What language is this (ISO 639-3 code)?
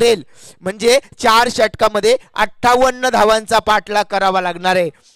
mar